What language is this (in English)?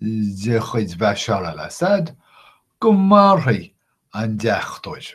Irish